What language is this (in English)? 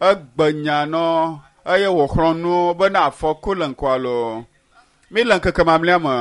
Ewe